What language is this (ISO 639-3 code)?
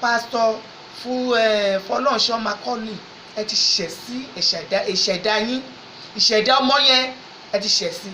yor